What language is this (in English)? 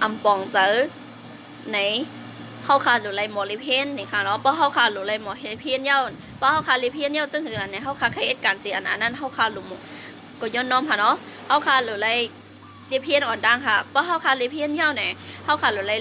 Shan